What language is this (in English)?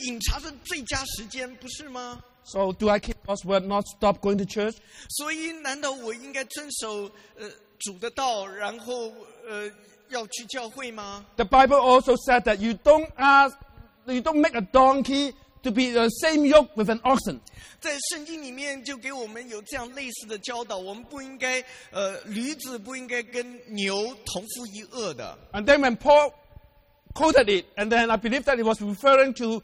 Chinese